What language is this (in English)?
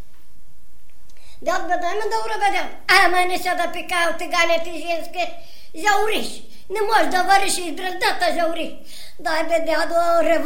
Bulgarian